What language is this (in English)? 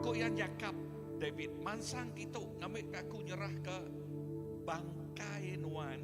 Iban